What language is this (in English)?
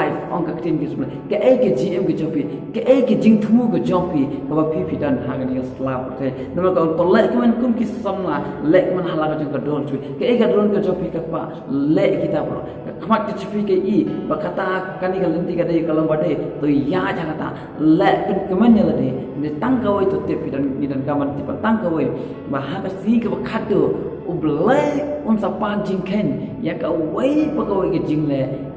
Khasi